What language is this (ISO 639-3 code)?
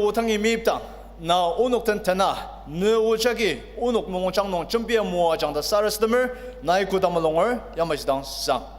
njo